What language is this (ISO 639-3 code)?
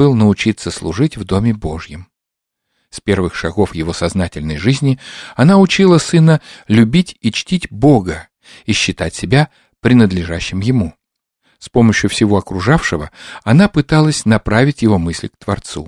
rus